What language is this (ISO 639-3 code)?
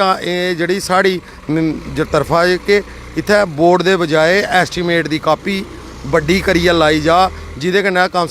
doi